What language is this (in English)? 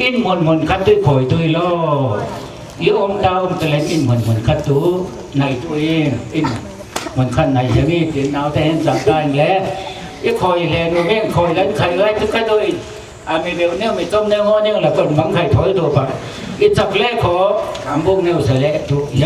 Falam Chin